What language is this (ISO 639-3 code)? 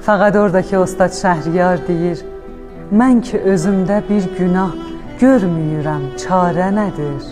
azb